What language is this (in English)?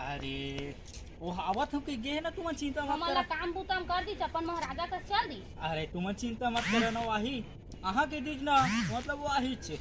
Chhattisgarhi